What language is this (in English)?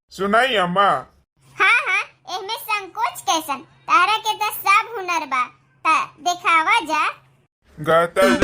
Bhojpuri